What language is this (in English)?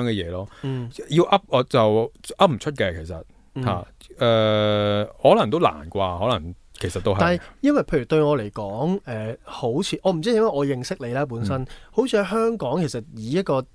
Cantonese